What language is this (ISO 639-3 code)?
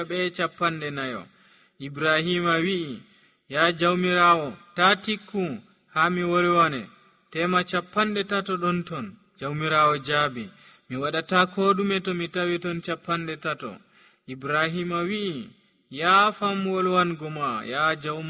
fuv